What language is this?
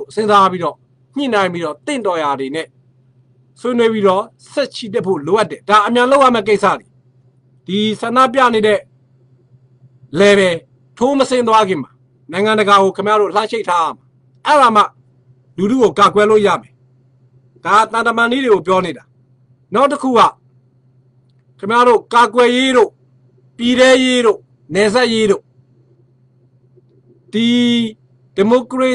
Burmese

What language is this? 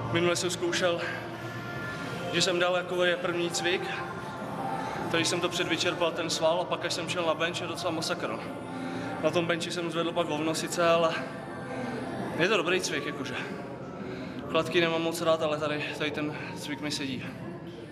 Czech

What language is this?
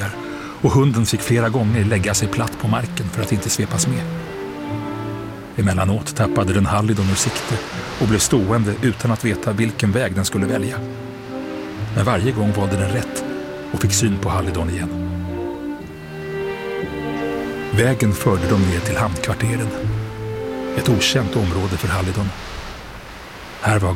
Swedish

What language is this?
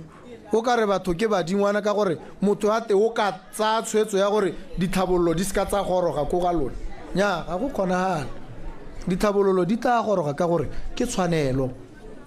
Tswana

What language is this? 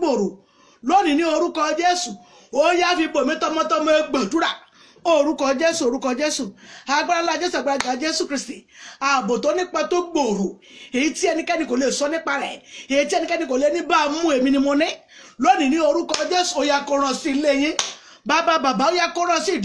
Yoruba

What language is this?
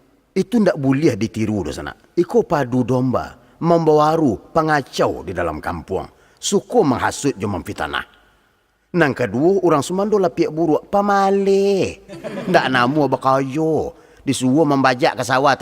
Minangkabau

